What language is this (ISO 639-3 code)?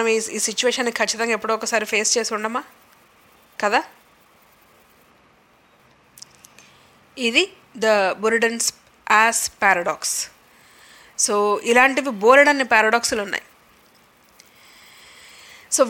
tel